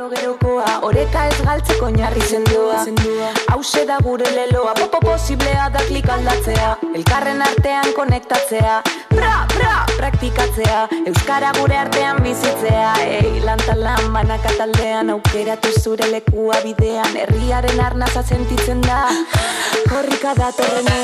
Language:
Basque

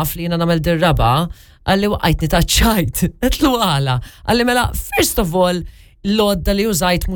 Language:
Maltese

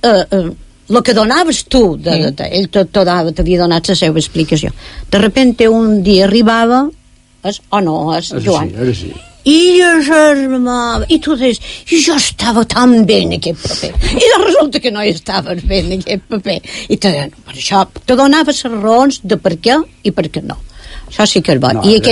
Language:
Catalan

